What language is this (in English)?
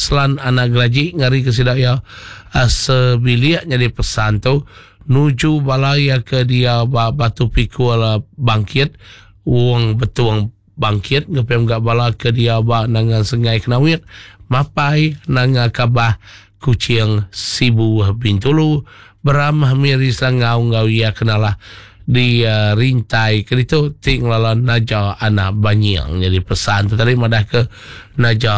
Iban